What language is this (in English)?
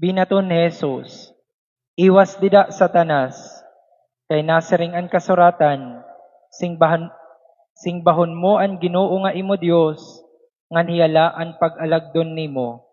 Waray